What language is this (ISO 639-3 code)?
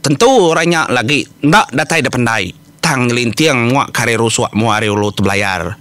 iba